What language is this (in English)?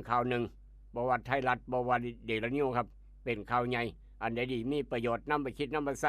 Northeastern Thai